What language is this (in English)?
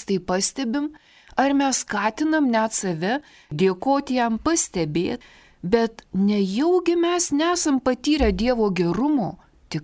Lithuanian